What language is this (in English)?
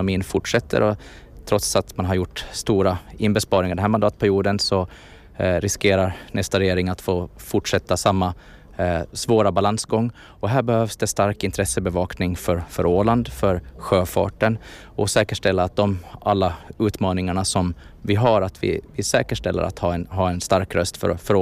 Swedish